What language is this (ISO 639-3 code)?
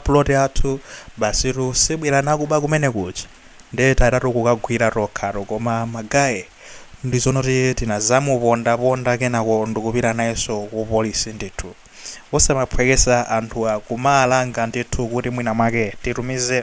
nya